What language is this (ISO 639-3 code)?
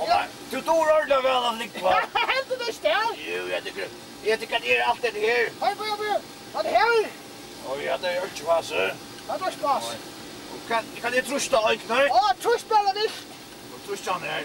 fao